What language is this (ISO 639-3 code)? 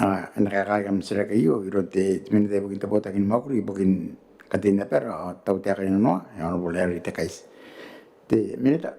gil